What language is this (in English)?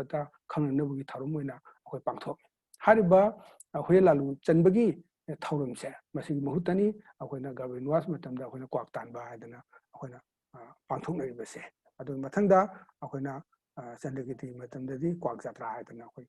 Manipuri